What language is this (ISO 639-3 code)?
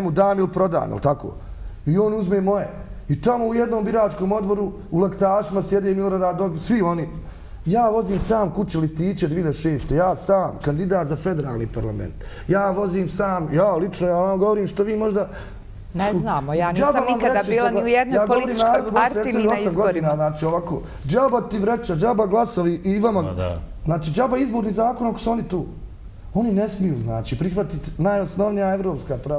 bos